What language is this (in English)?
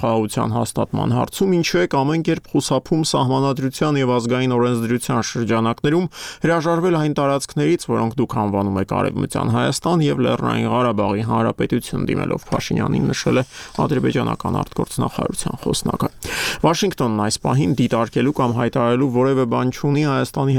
Armenian